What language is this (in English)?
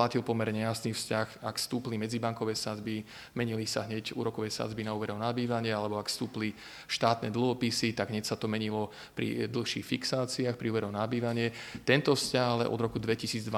Slovak